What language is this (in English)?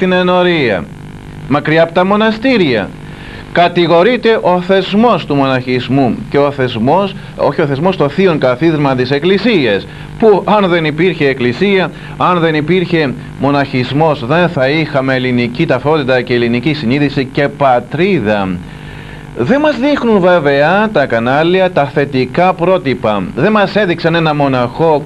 Greek